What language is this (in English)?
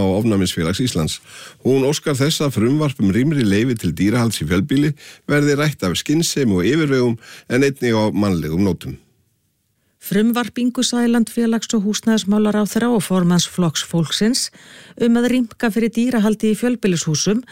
Icelandic